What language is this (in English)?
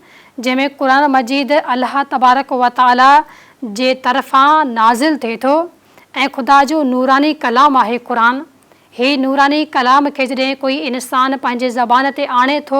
Sindhi